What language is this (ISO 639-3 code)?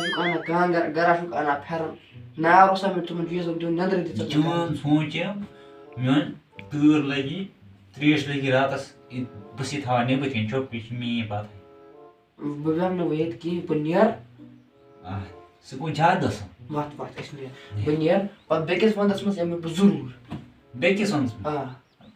kas